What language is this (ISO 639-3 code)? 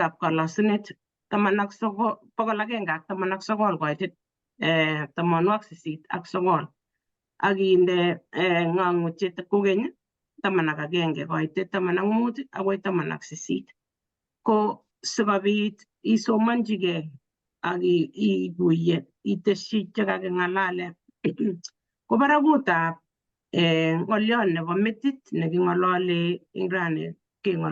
kln